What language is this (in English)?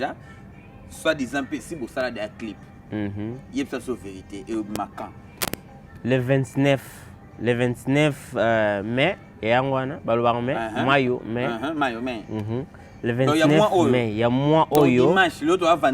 Lingala